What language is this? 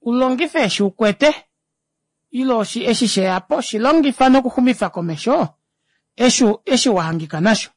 Kuanyama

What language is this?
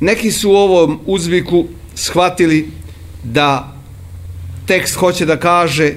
Serbian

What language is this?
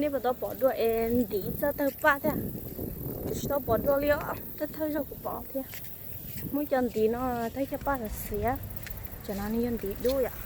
Hmong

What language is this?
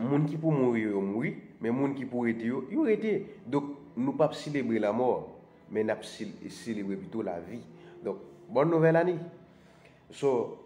Haitian Creole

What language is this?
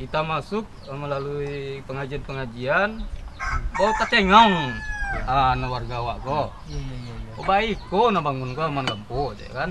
Minangkabau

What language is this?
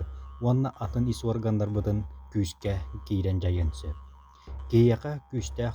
Yakut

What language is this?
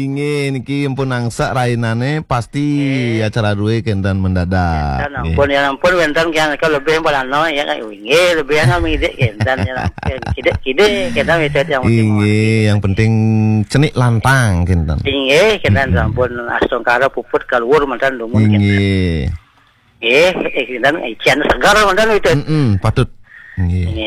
Balinese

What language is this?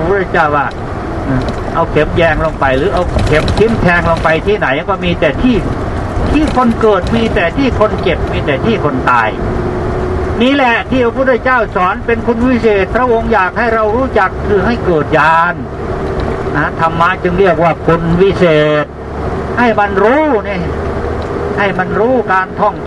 Thai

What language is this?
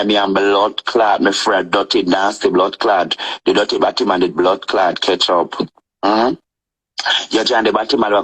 Jamaican Creole English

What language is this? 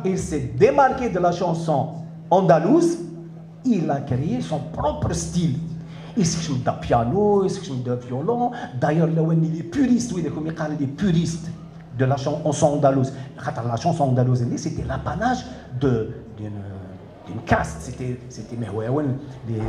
Kabyle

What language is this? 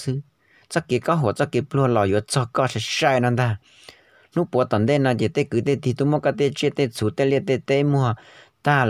Hmong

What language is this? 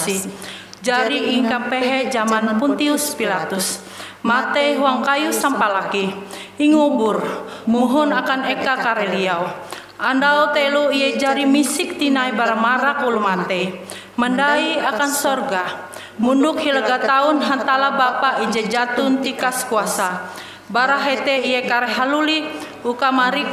Ngaju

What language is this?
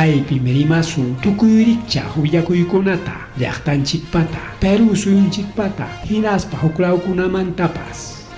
Ayacucho Quechua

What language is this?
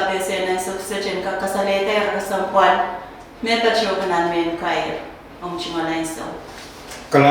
Pohnpeian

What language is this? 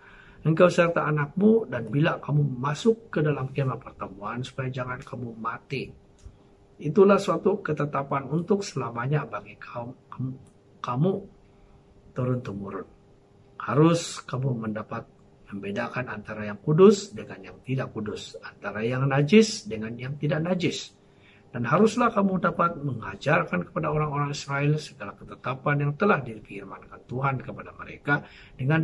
Indonesian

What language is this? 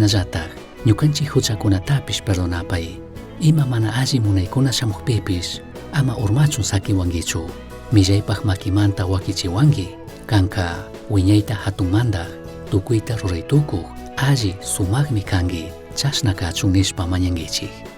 Chimborazo Highland Quichua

